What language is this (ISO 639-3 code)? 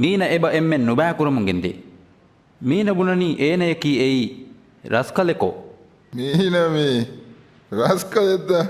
div